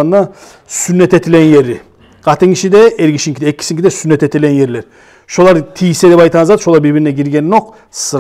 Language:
Kumyk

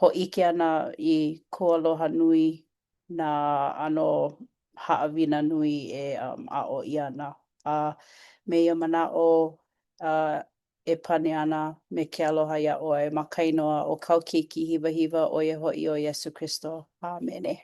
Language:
Hawaiian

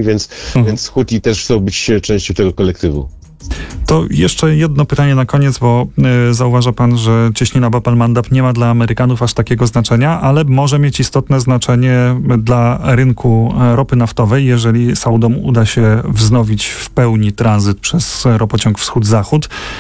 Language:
Polish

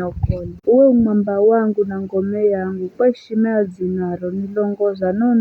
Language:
Giryama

